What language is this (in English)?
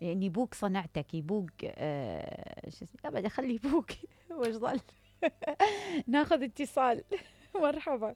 Mesopotamian Arabic